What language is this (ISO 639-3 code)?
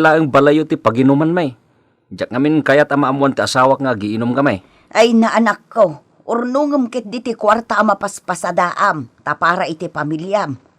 ilo